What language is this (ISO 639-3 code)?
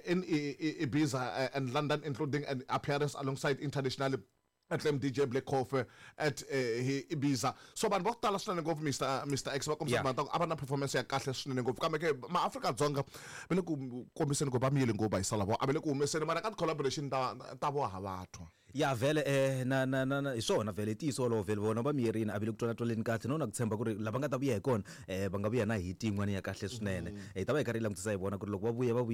tso